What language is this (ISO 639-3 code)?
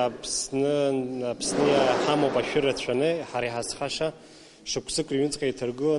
abk